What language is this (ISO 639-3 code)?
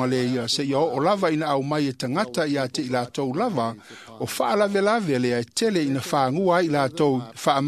smo